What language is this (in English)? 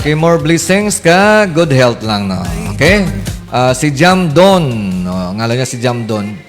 Hiligaynon